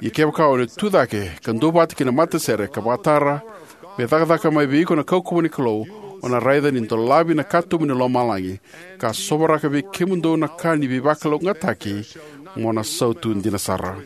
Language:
Fijian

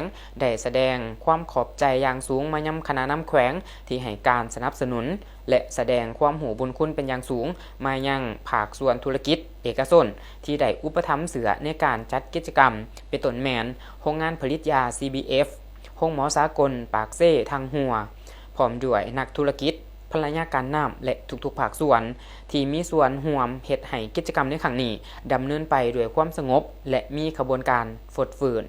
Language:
Lao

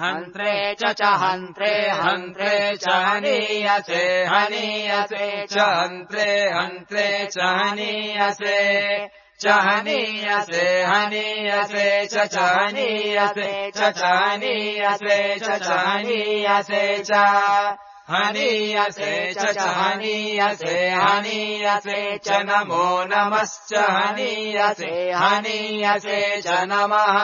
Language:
Sanskrit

